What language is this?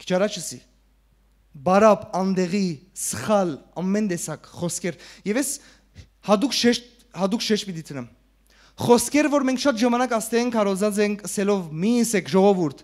Western Armenian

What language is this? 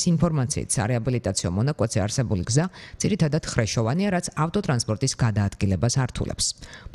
Georgian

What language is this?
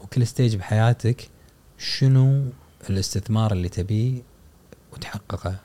Gulf Arabic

